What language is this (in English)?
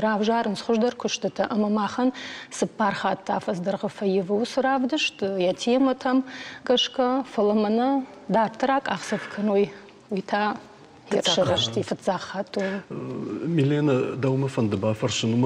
Ossetic